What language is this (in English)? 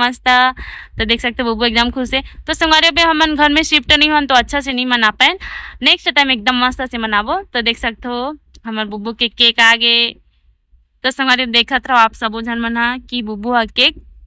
Chhattisgarhi